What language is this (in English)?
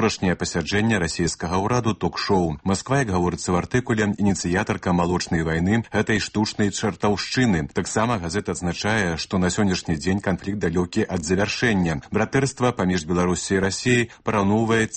Belarusian